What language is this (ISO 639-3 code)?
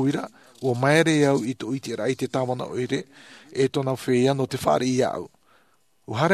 tah